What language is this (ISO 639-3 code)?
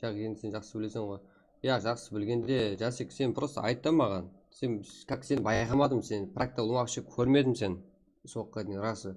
kaa